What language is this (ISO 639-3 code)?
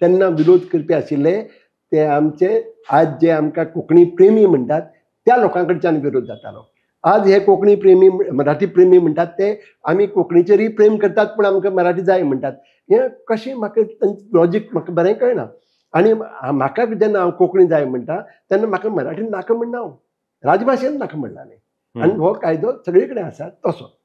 kok